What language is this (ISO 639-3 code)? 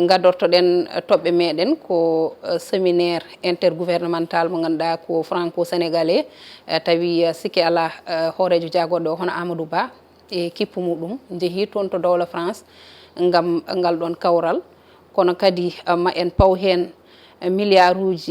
ful